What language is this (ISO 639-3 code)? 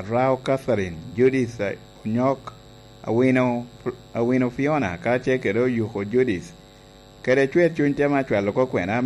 laj